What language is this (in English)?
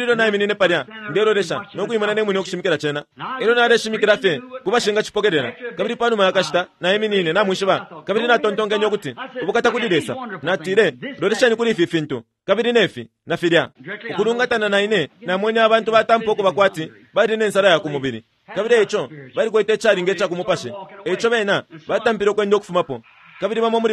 Bemba